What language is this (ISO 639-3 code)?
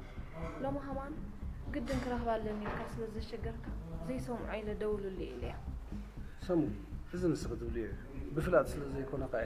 tir